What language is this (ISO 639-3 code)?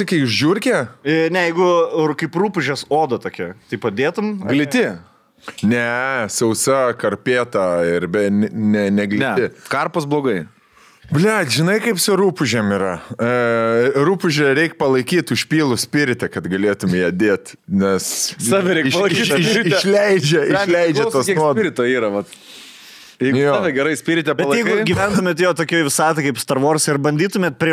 lit